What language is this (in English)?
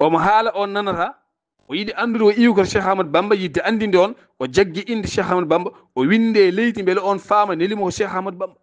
Fula